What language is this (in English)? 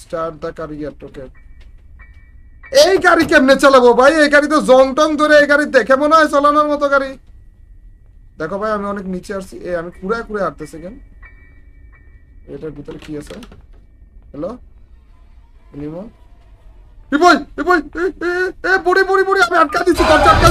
Bangla